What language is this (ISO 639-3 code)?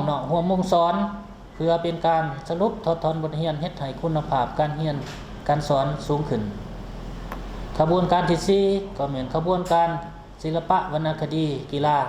lao